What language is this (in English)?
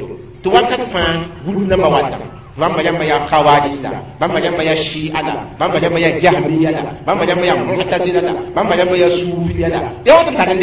Mossi